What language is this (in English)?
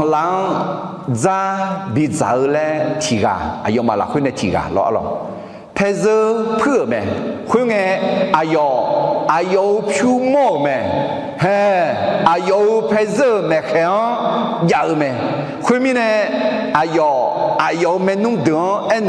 Akha